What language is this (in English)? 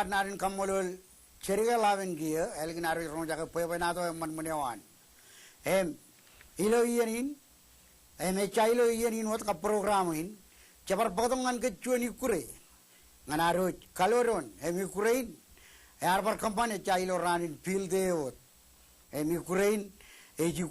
Marshallese